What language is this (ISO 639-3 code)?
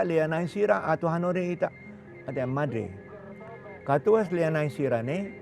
tet